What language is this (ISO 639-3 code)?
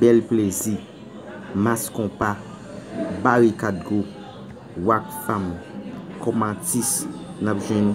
hat